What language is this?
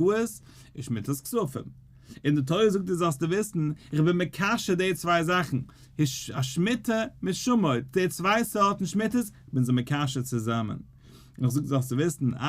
Yiddish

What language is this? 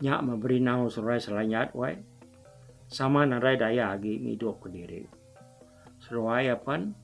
Iban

